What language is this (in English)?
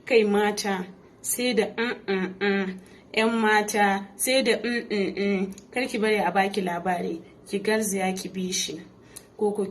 Hausa